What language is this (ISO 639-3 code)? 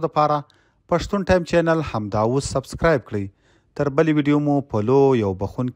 pus